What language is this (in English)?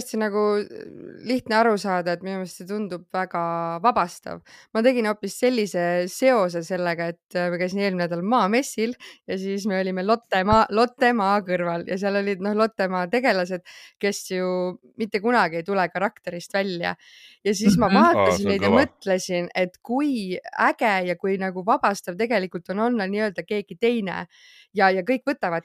Estonian